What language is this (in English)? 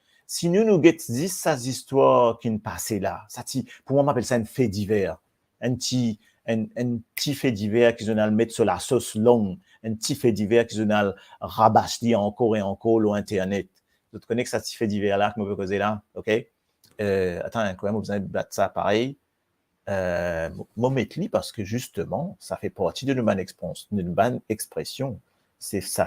Morisyen